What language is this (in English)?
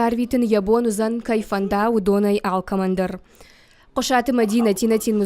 Ossetic